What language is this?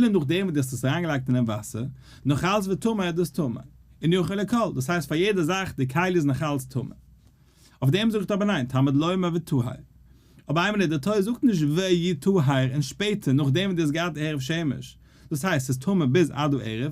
Yiddish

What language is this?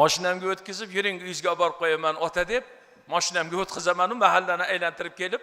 Uzbek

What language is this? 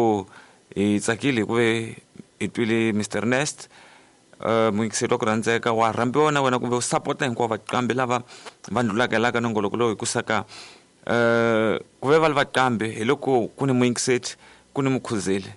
Tsonga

